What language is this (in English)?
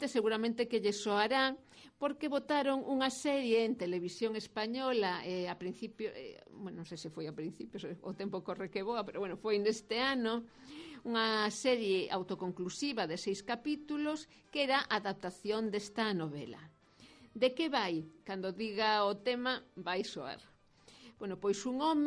Galician